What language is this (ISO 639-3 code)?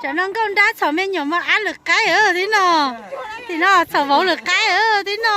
hmn